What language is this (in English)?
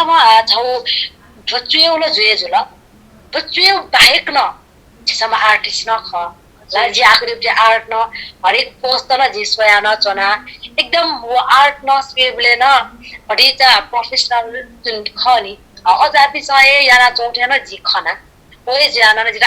Newari